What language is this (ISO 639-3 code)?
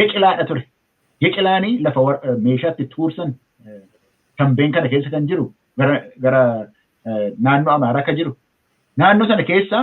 orm